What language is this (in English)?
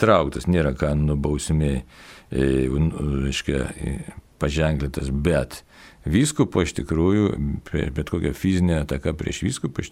Lithuanian